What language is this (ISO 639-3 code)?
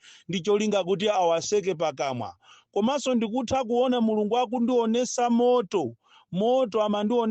nya